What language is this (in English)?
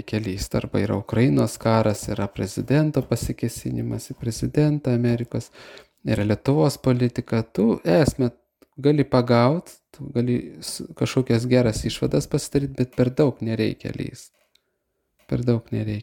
Lithuanian